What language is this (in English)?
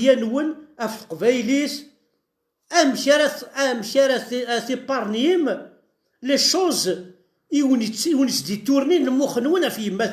Kabyle